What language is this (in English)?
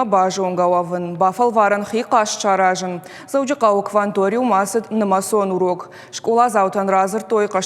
Ossetic